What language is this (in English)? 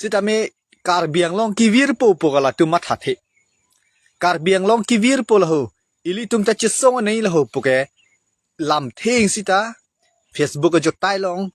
Karbi